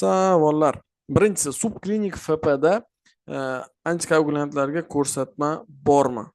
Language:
Uzbek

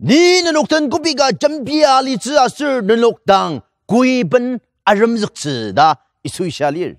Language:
Ao Naga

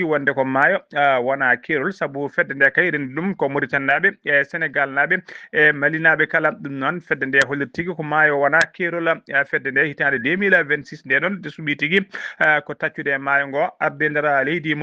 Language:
Fula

